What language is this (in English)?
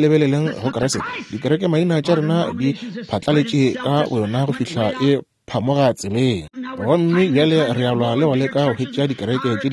Northern Sotho